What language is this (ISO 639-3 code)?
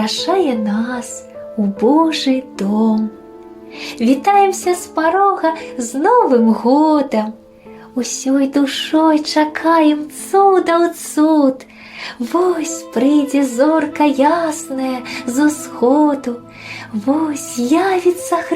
bel